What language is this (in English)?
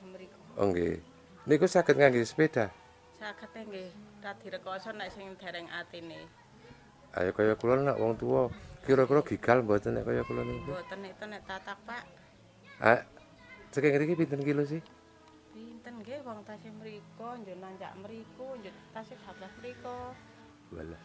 Javanese